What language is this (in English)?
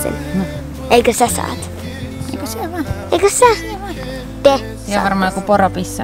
Finnish